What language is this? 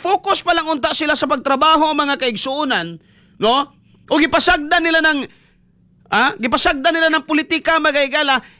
Cebuano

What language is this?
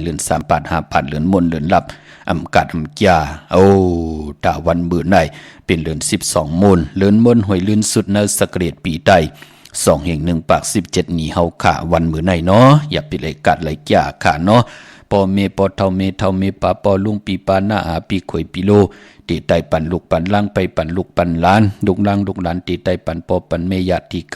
Shan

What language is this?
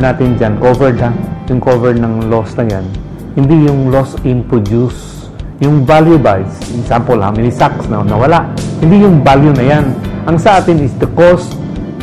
Filipino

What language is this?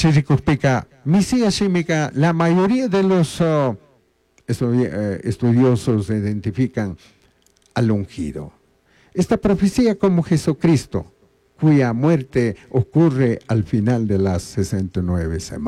Chimborazo Highland Quichua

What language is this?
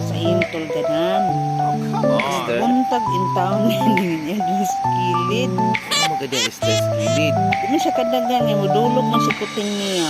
Cebuano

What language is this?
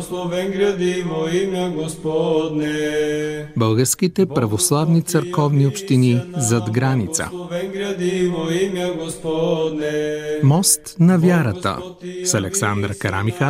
Bulgarian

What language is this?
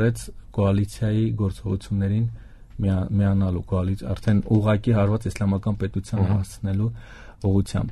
Armenian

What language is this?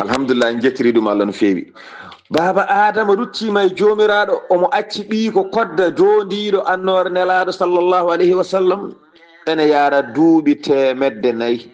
Fula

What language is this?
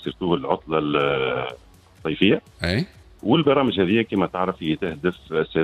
Tunisian Arabic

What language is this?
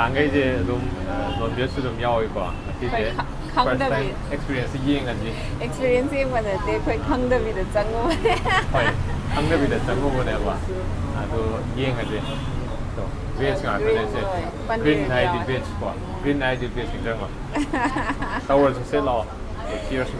Manipuri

